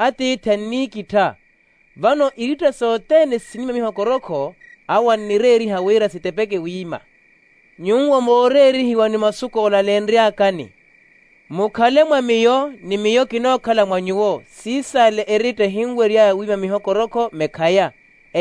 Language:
Makhuwa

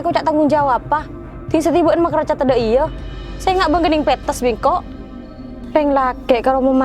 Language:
Madurese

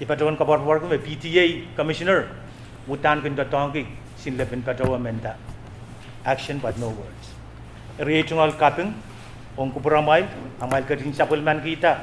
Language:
Pohnpeian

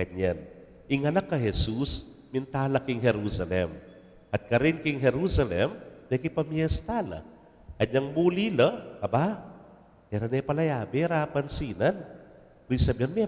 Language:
Pampanga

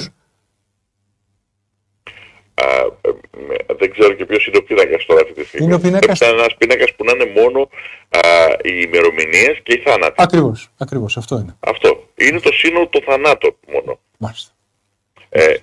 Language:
Greek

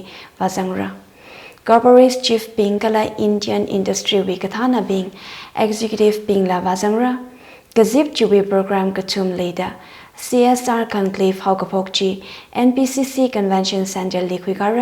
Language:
Tangkhul Naga (India)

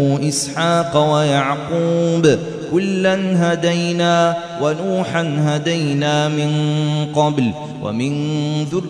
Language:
Arabic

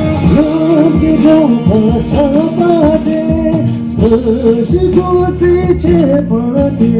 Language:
Tibetan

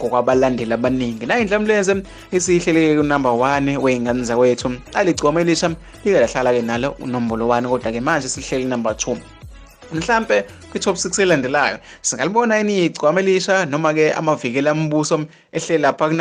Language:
Zulu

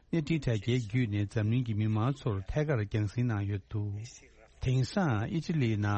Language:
Tibetan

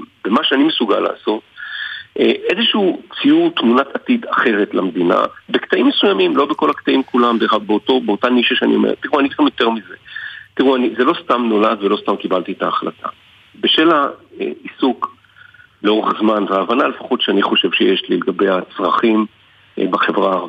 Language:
Hebrew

